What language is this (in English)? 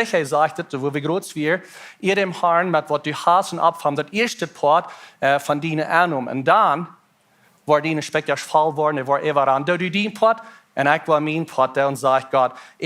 Plautdietsch